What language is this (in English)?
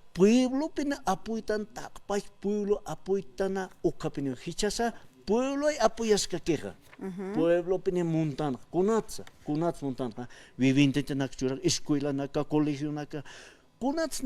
Aymara